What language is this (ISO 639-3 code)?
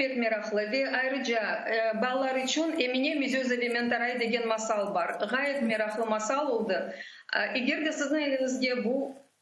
crh